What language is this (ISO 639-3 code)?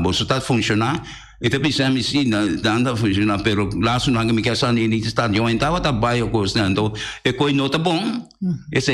pap